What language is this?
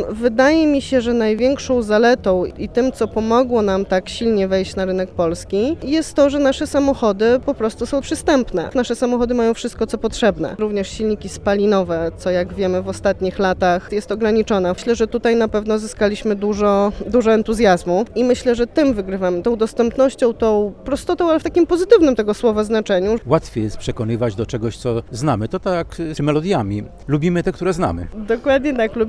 Polish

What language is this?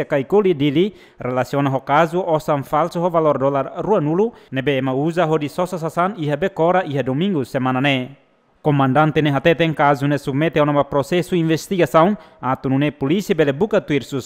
Tetum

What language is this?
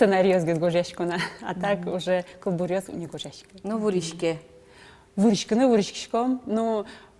Udmurt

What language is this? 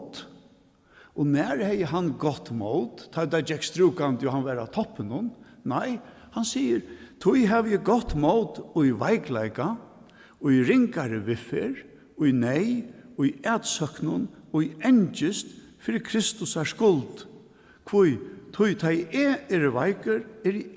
Faroese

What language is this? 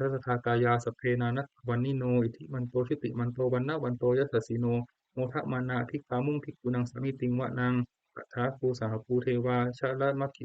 Pali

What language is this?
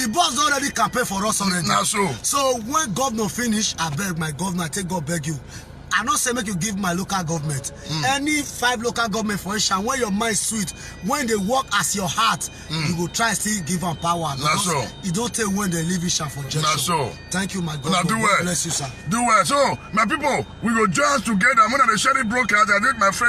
Nigerian Pidgin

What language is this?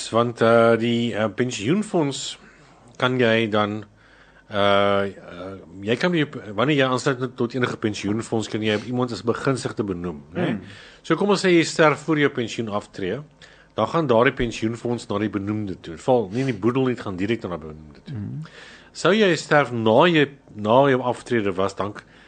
Afrikaans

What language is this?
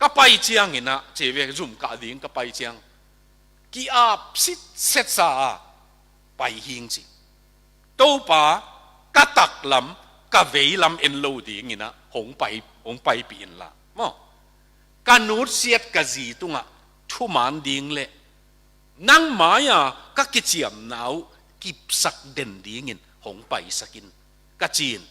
Tedim Chin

